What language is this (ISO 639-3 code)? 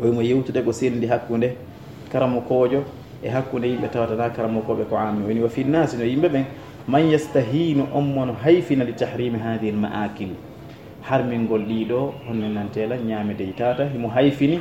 ful